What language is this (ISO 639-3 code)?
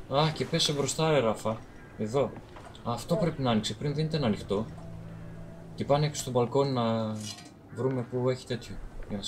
ell